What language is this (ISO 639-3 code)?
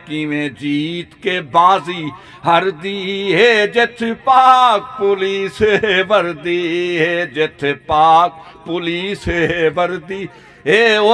skr